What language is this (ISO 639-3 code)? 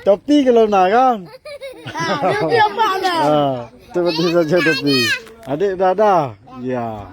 ace